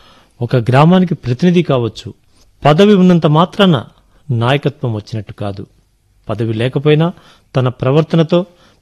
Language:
Telugu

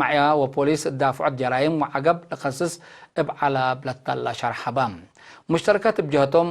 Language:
Tigre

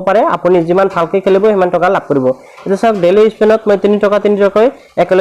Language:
Assamese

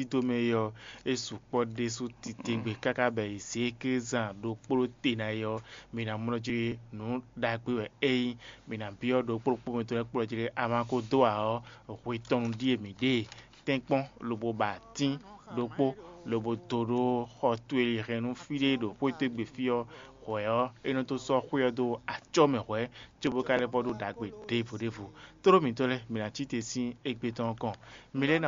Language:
Fon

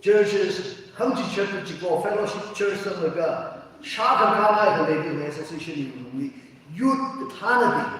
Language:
Tangkhul Naga (India)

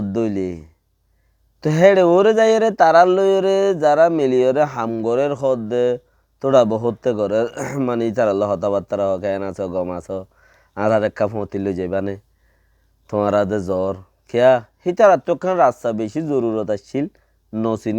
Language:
Rohingya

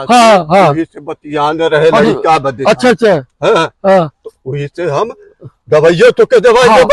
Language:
Awadhi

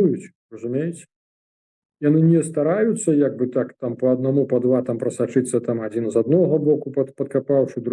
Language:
Belarusian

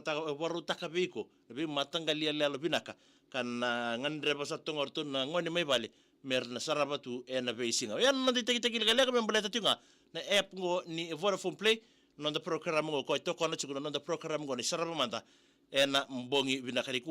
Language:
Fijian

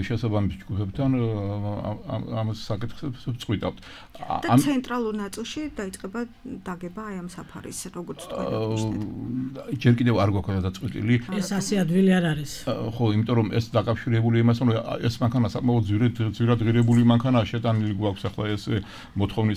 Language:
Georgian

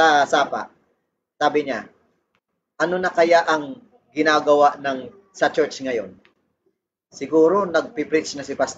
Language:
Filipino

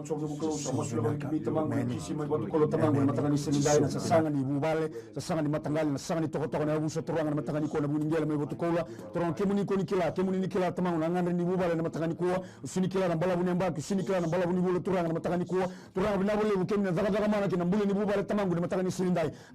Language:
Fijian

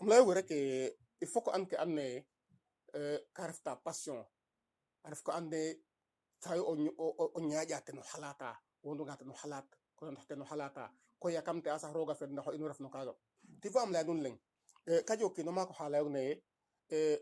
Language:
Serer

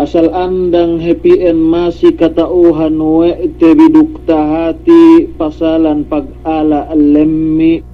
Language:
Yakan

